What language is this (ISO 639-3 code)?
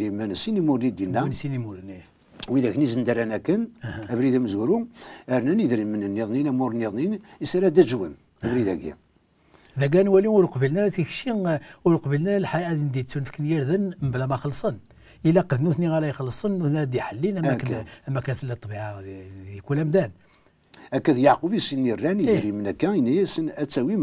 kab